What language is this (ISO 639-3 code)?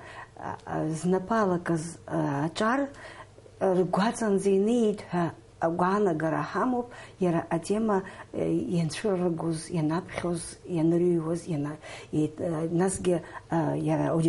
abk